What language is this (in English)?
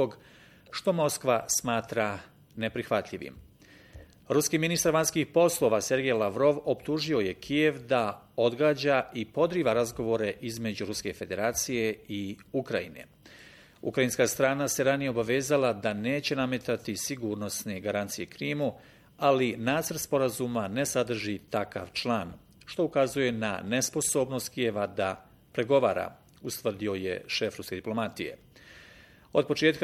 Bosnian